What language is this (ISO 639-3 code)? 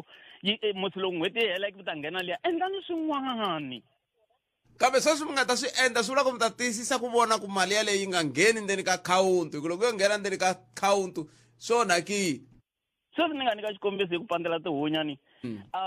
tso